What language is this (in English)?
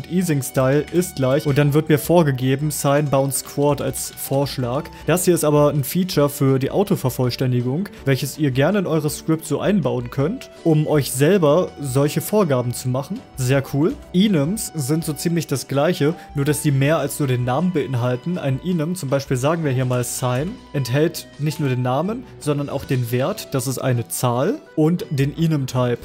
German